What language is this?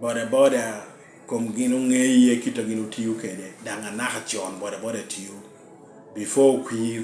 Lango (Uganda)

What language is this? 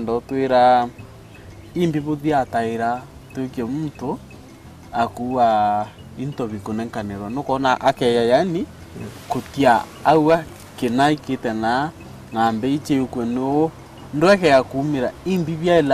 Meru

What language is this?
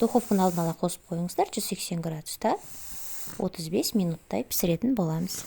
Kazakh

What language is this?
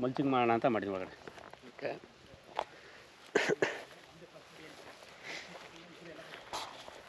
Kannada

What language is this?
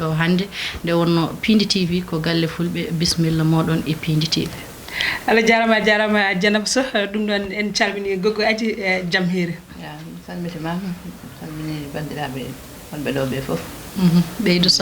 Fula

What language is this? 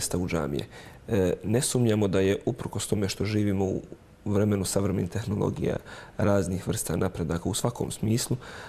Bosnian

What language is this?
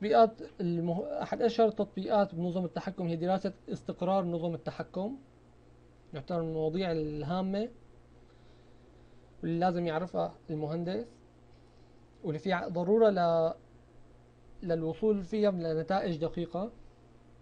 Arabic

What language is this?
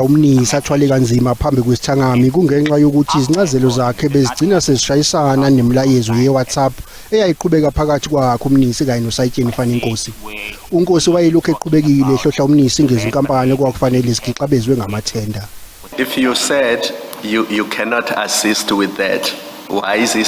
Zulu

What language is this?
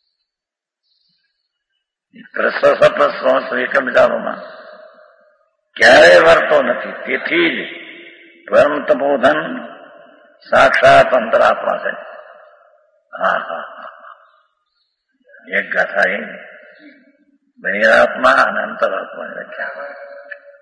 Gujarati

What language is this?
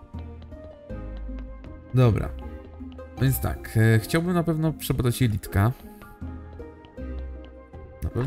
Polish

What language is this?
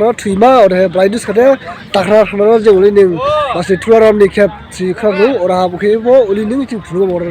Dimasa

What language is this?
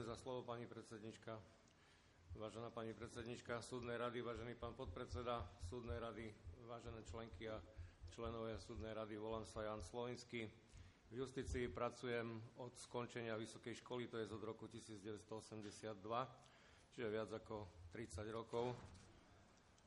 Slovak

